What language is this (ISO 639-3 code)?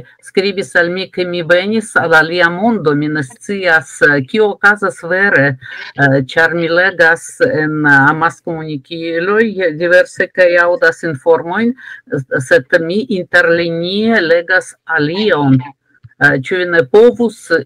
epo